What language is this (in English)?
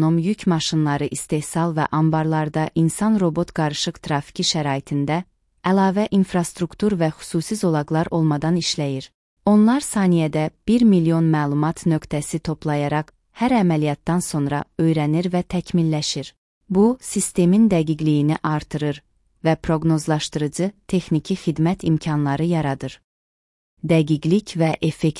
Azerbaijani